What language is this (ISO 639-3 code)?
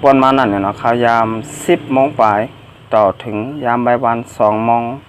shn